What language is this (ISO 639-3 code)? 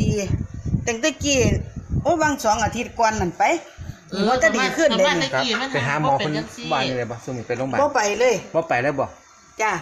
tts